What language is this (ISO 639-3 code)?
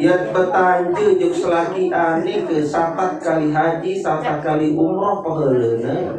sas